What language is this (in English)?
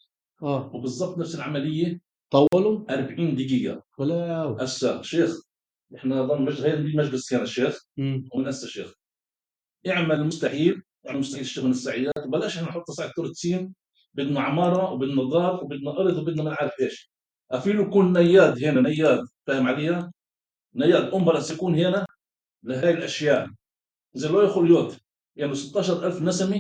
North Levantine Arabic